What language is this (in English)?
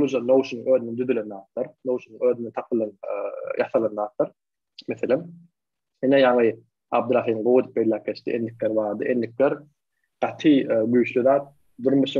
Turkmen